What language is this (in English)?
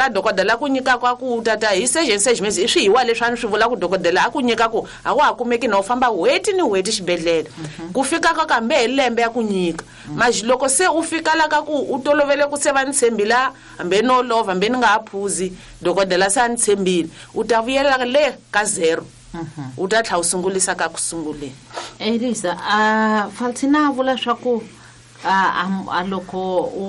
Tsonga